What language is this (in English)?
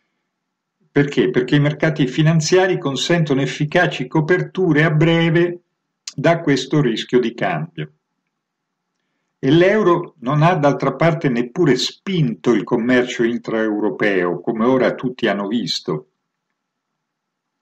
Italian